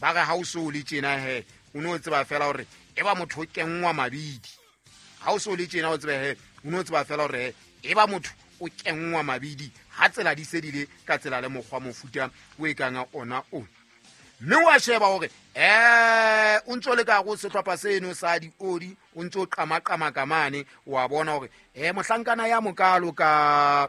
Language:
Southern Sotho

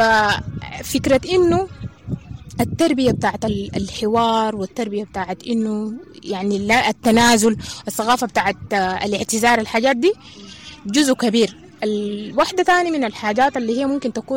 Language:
Sudanese Arabic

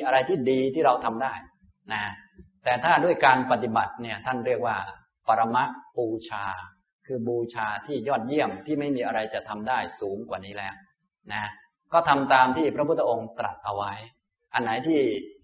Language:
Thai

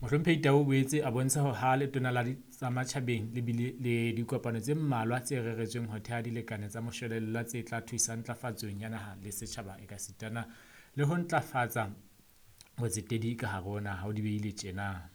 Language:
Southern Sotho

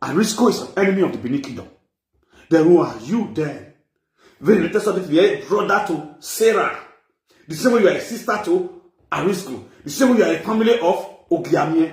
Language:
Nigerian Pidgin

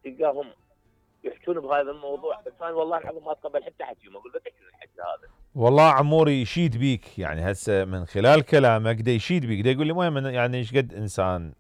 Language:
Mesopotamian Arabic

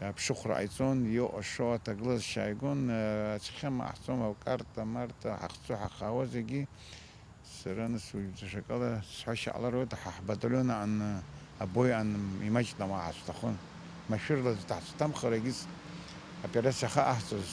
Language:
Abkhazian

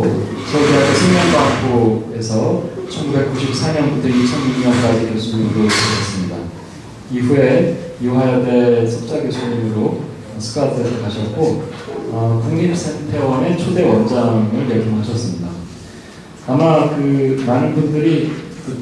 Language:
Korean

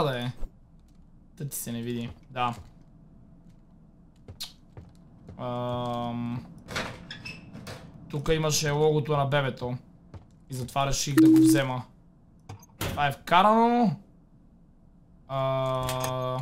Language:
Bulgarian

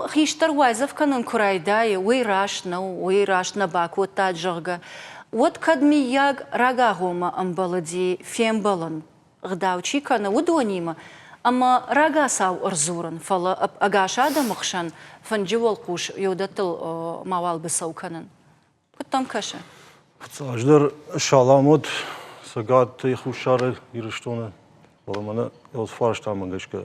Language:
Ossetic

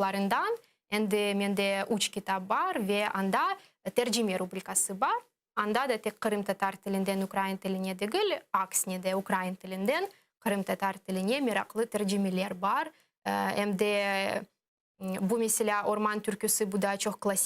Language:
Crimean Tatar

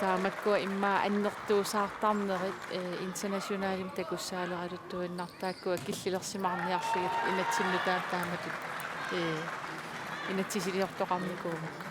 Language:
Kalaallisut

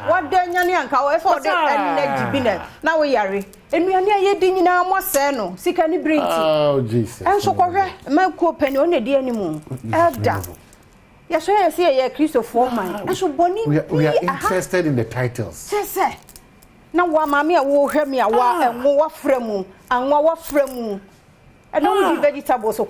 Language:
Akan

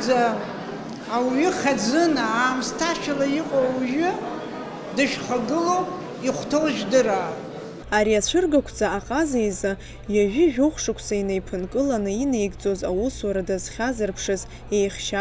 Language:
Abkhazian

